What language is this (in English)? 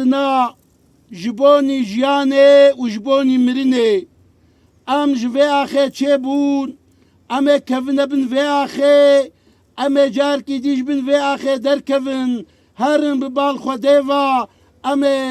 Kurdish